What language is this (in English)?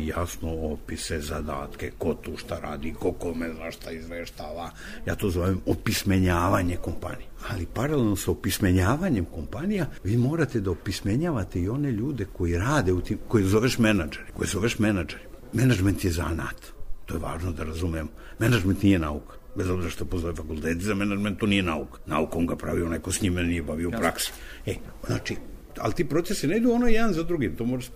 Serbian